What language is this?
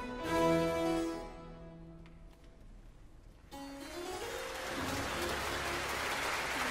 Italian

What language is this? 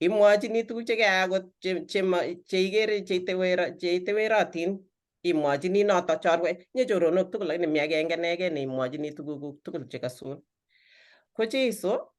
Kalenjin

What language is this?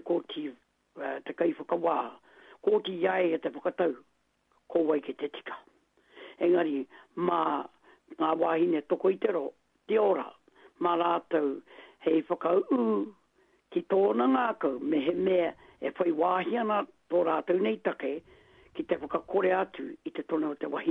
Māori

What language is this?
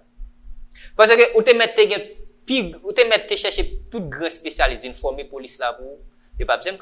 Haitian Creole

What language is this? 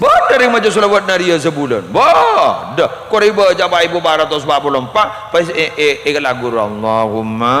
Madurese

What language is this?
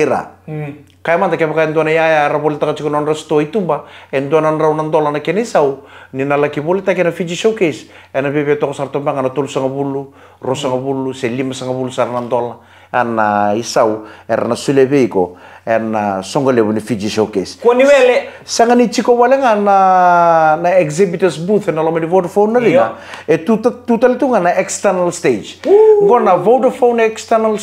Fijian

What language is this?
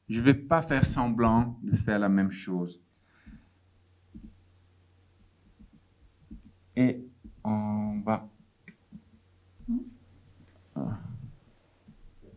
French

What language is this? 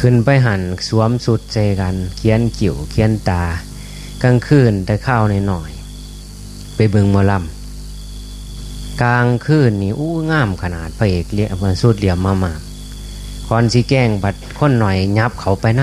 Northeastern Thai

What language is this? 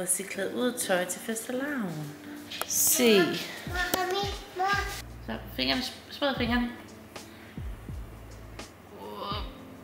Danish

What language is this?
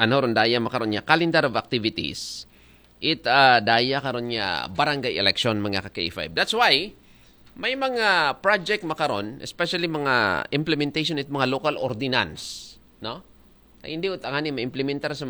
Aklanon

